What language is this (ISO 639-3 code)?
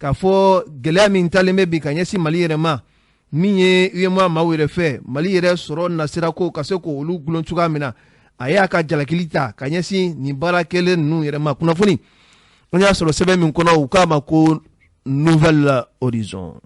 bam